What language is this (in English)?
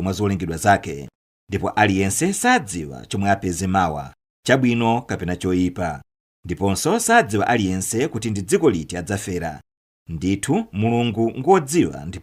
Nyanja